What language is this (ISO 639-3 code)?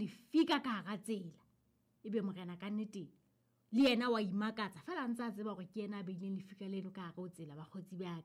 sot